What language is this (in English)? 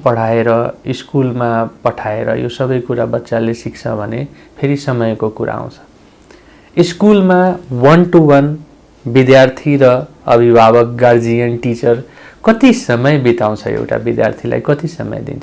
Nepali